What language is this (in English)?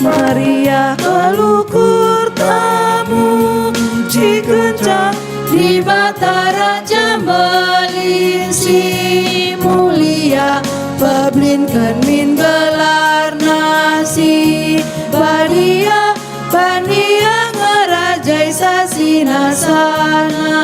Batak Karo